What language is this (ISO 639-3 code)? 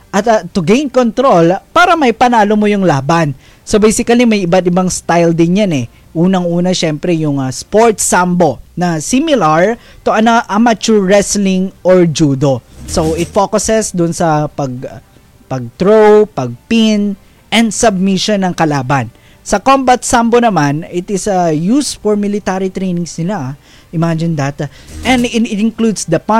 fil